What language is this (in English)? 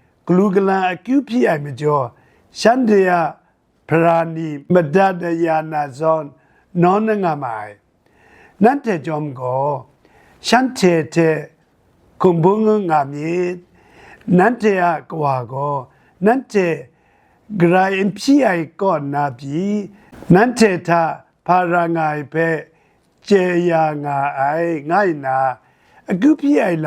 Kachin